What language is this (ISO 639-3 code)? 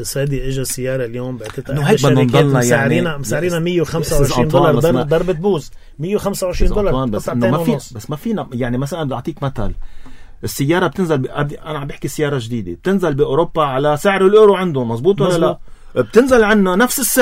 apc